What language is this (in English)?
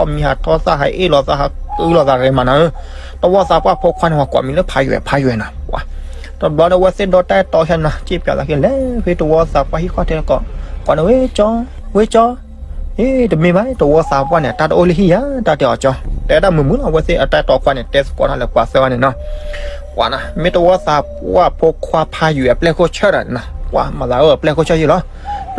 S'gaw Karen